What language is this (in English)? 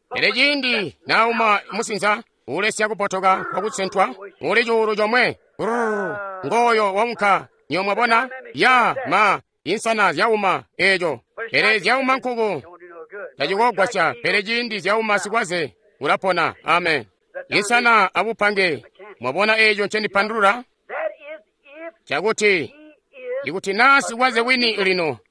Tonga (Zambia)